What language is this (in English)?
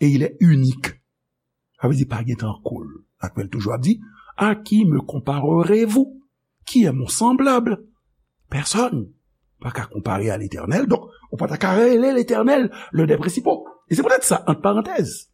Haitian Creole